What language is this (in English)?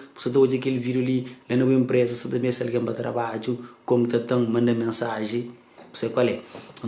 Kabuverdianu